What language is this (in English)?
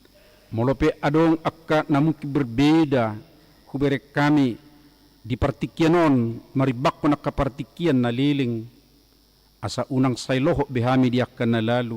Batak Toba